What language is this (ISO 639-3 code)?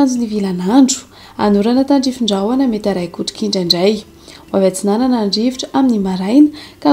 mlg